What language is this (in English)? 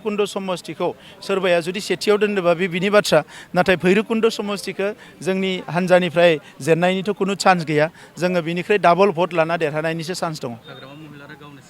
Bodo